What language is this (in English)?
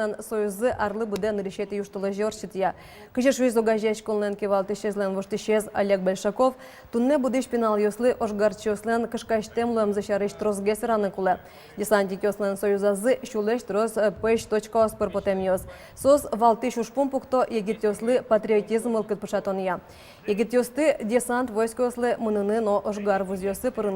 Udmurt